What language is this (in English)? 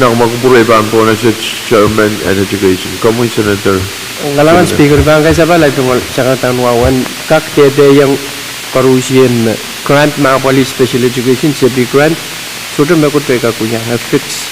Pohnpeian